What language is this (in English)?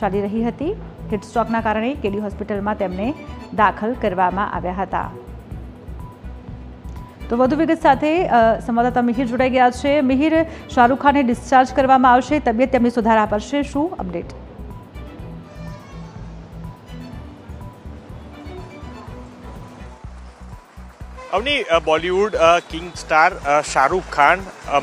Gujarati